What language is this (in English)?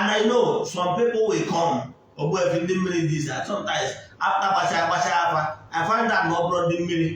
Igbo